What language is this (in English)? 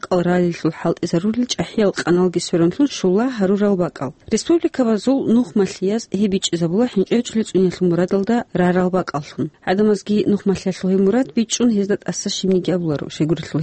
Avaric